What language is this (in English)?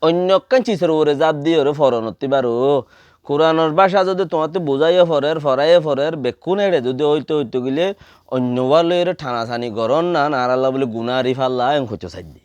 Rohingya